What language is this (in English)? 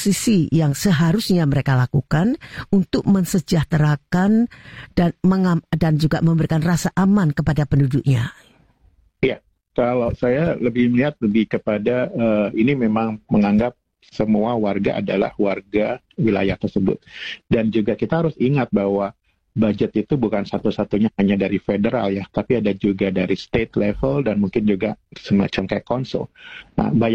Indonesian